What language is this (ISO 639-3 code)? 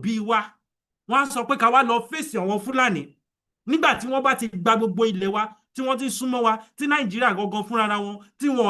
yor